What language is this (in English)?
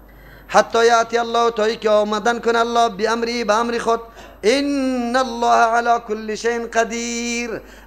Persian